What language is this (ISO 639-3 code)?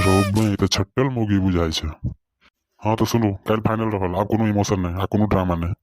mai